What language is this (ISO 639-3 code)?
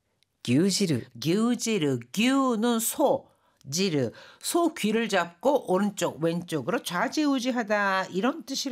kor